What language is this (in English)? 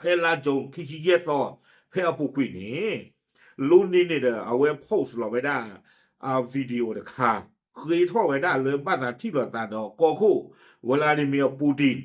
S'gaw Karen